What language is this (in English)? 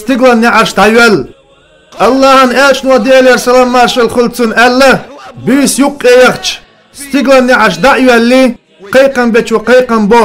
Chechen